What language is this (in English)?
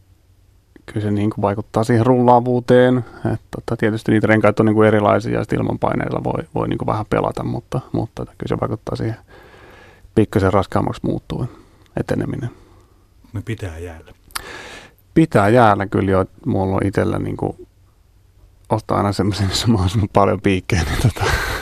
Finnish